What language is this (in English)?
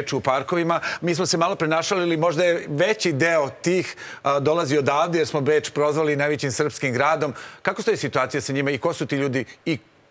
Serbian